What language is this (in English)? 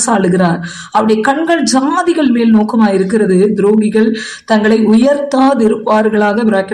Tamil